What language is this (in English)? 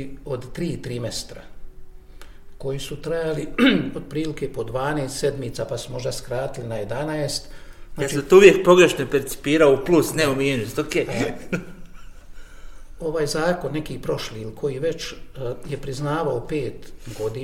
Bosnian